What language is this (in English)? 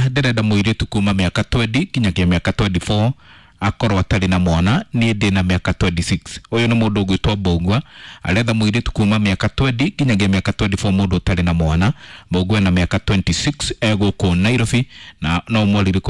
Kikuyu